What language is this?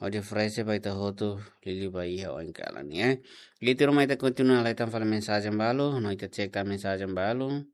Tetum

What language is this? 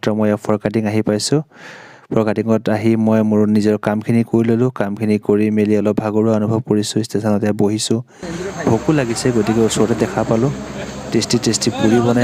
Assamese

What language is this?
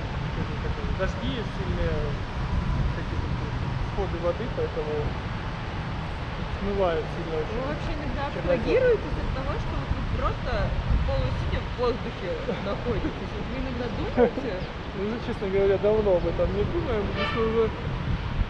Russian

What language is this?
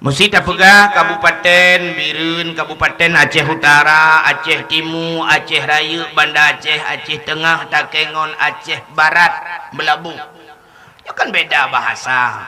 Achinese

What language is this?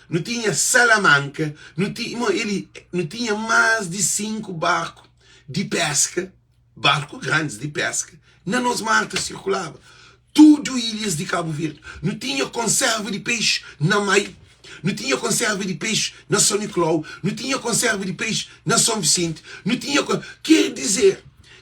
Kabuverdianu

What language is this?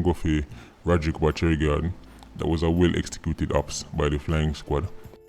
Jamaican Creole English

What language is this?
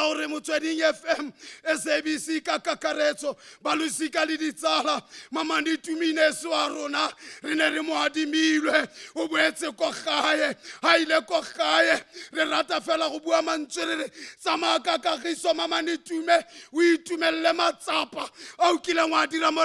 Tswana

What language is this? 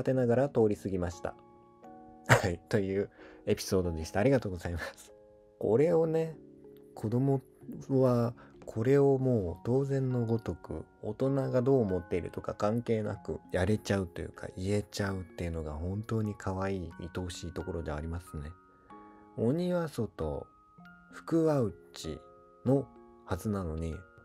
Japanese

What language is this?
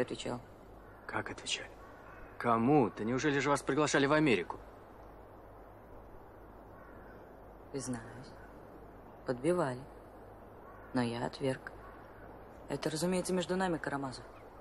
Russian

